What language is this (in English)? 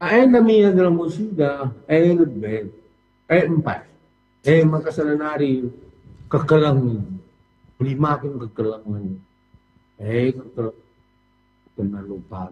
Batak Karo